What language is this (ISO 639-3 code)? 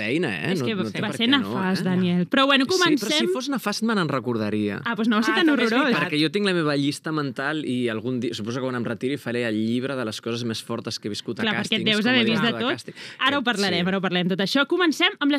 cat